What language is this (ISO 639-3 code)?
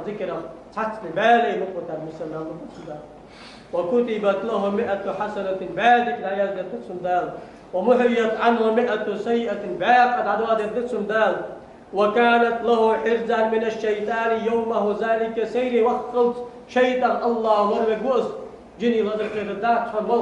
inh